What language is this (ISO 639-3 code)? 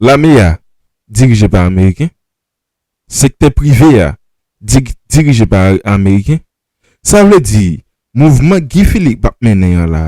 hat